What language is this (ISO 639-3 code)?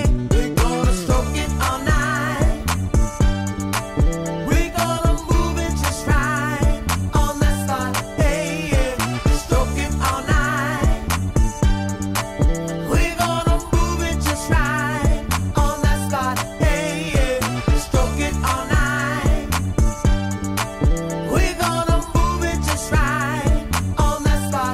eng